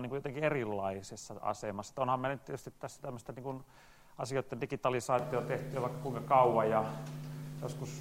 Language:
Finnish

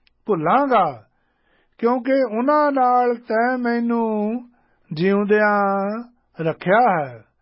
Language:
Punjabi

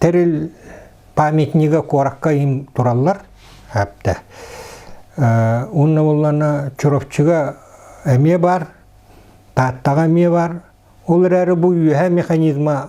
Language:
Yakut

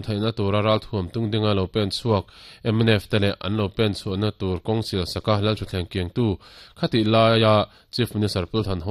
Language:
Mizo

